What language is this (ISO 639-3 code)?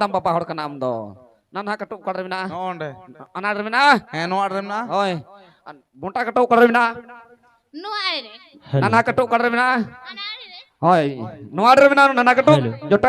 sat